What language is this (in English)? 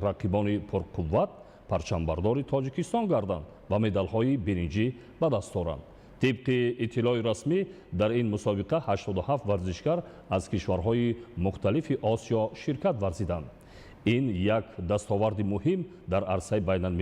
Tajik